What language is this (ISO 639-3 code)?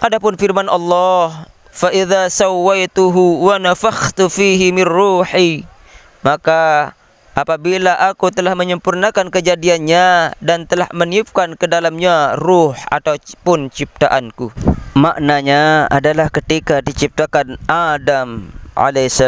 sas